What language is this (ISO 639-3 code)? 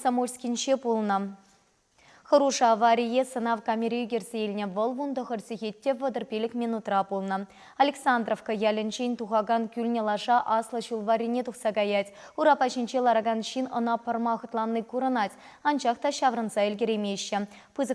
chv